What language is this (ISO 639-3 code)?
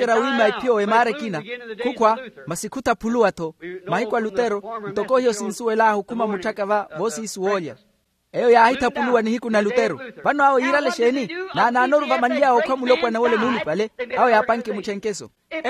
vmw